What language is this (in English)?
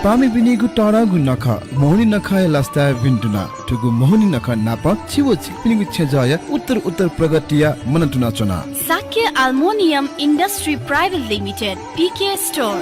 Newari